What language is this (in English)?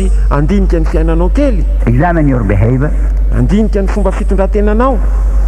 Malagasy